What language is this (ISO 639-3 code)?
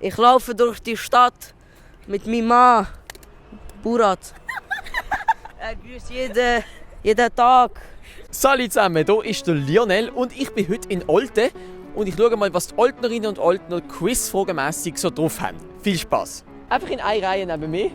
gsw